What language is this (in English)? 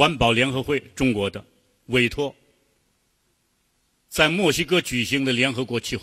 Chinese